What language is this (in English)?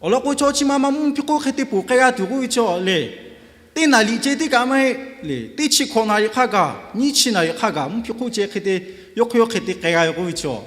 Lahu